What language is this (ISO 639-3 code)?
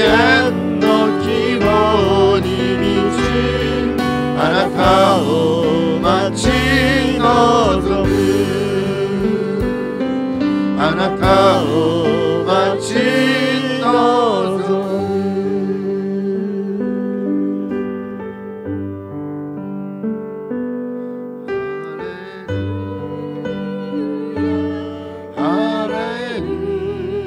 jpn